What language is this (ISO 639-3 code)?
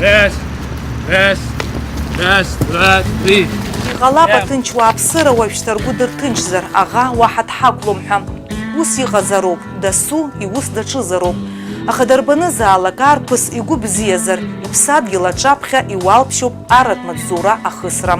abk